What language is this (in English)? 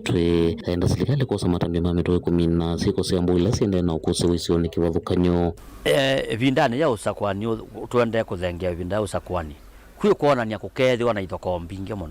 Kamba